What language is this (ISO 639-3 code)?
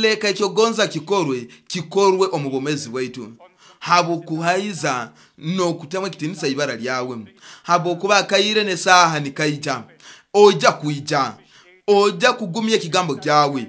nyo